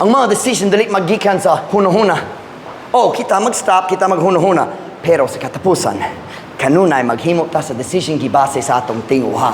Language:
Cebuano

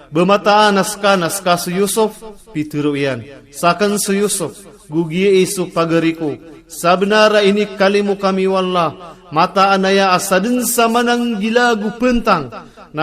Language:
Maranao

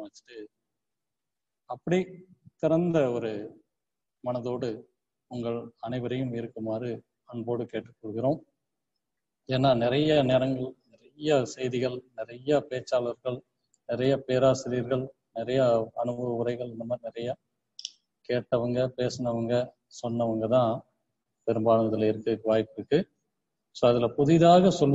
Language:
Tamil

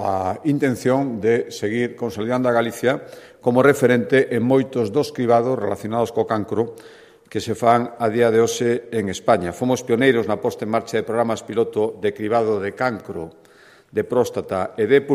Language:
Galician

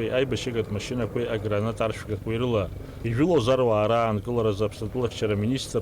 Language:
Abkhazian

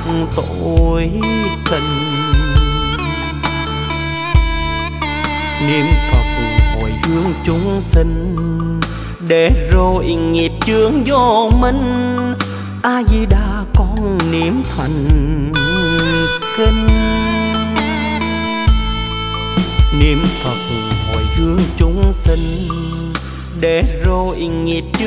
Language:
Vietnamese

